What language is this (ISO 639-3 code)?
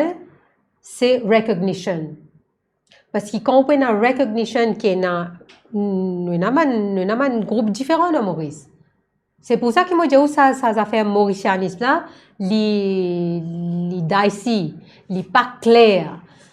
mfe